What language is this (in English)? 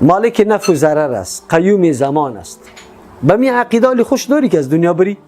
Persian